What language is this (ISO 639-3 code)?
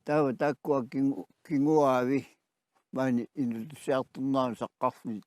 kal